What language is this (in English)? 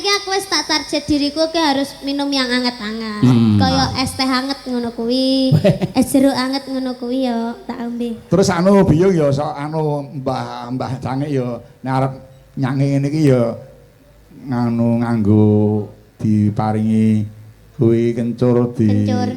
Javanese